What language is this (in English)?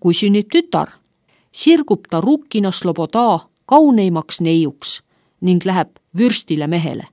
Estonian